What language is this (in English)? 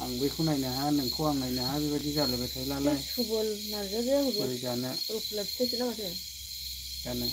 Bodo